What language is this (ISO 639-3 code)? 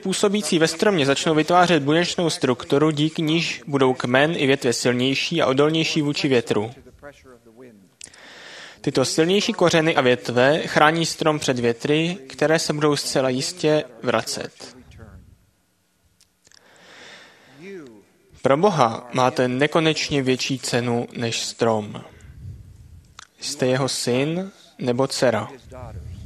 ces